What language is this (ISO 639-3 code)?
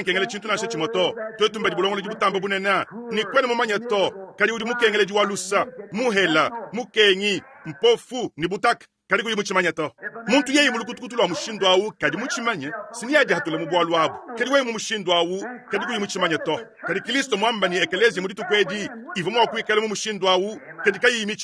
lua